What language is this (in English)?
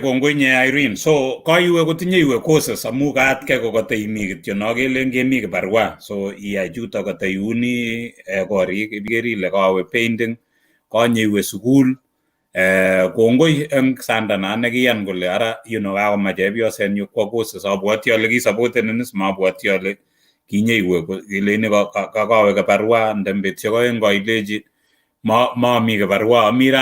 Kalenjin